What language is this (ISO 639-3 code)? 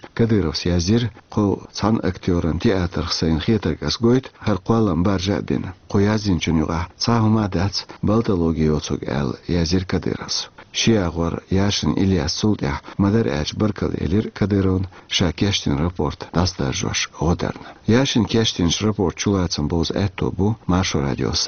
che